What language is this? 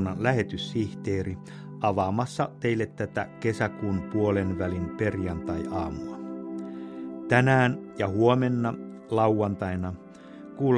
Finnish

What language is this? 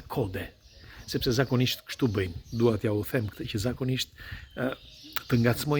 Albanian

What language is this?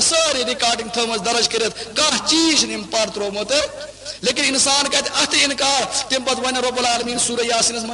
Kashmiri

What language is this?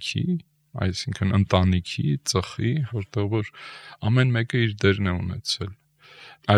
Armenian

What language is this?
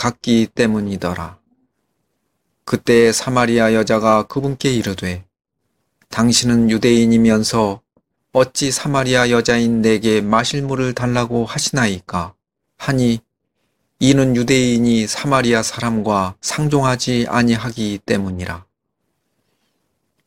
Korean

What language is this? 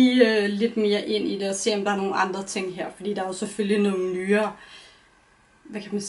Danish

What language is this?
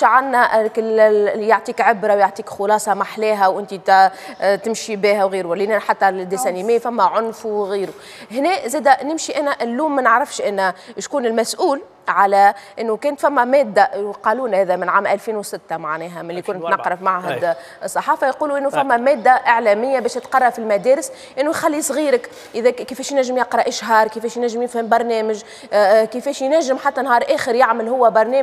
Tunisian Arabic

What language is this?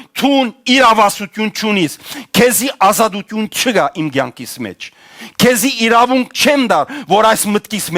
Western Armenian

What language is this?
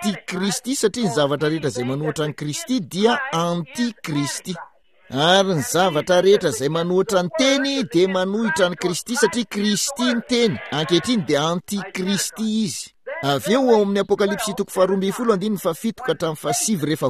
Malagasy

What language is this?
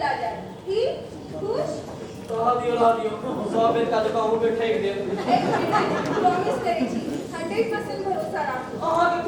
Maithili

